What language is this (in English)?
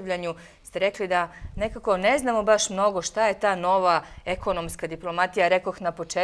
Serbian